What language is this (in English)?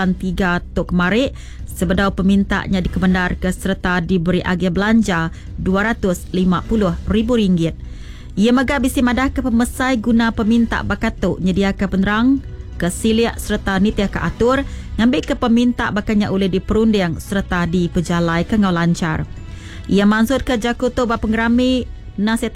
Iban